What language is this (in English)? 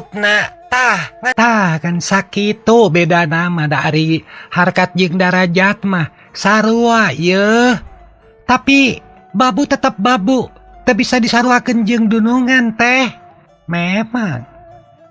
Sundanese